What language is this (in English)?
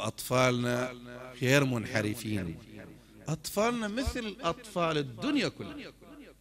Arabic